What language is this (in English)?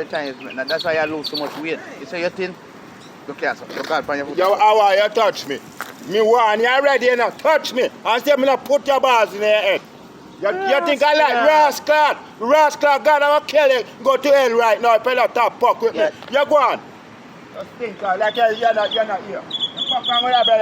Jamaican Creole English